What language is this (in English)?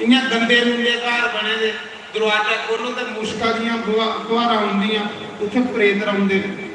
Dogri